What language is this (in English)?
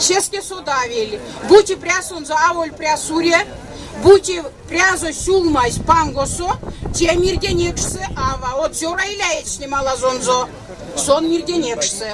Erzya